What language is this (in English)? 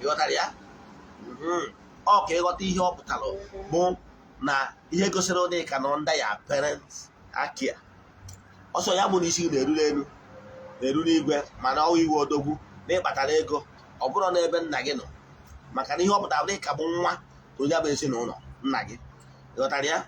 Igbo